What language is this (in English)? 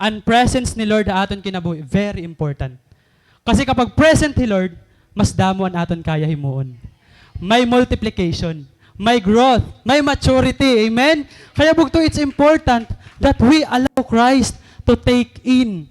Waray